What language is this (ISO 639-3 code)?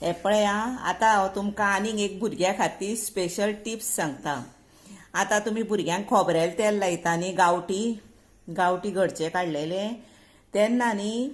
kok